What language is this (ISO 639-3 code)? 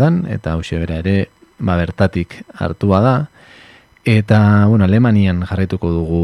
eus